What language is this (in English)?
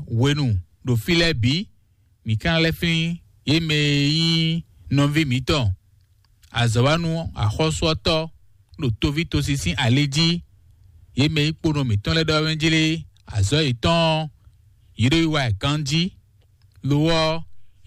Fon